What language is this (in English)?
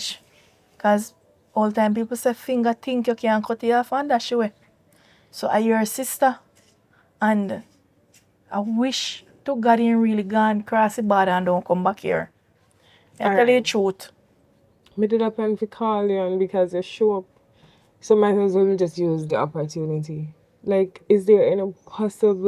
Jamaican Creole English